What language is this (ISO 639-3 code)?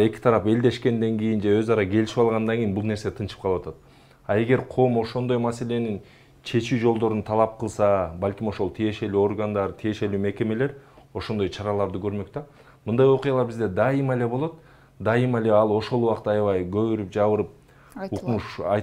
kir